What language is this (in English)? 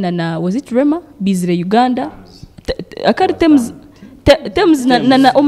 Nyankole